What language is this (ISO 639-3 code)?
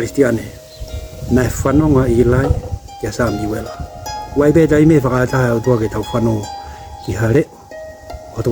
ton